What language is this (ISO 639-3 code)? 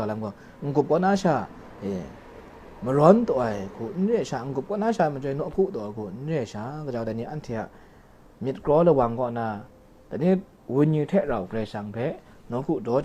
kac